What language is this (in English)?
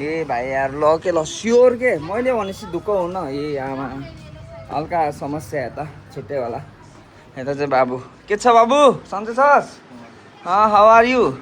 Nepali